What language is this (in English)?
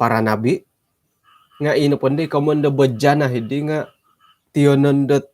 Central Dusun